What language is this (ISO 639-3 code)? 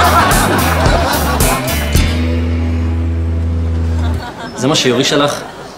heb